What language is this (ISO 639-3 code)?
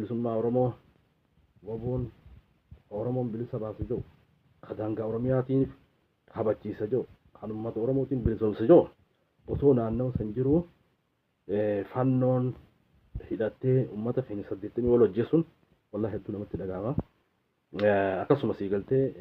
orm